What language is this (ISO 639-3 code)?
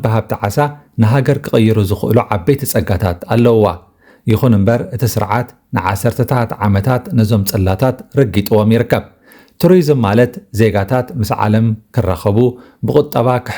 tir